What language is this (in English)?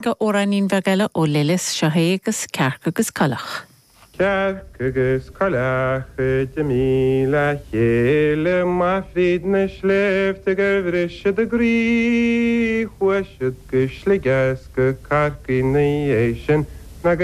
Irish